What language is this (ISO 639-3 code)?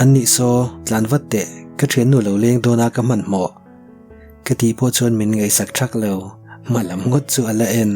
lus